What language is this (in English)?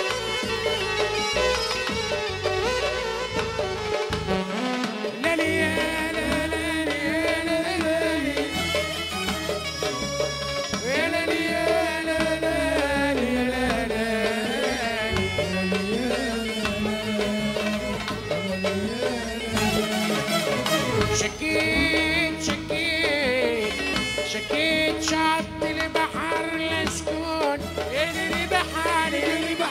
Tunisian Arabic